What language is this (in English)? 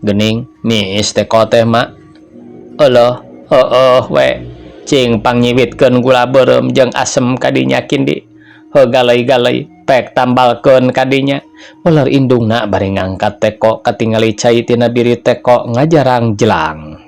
Sundanese